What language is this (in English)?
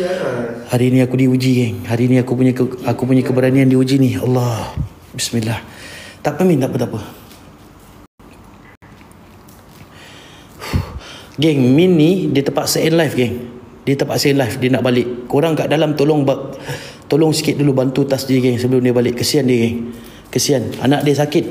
Malay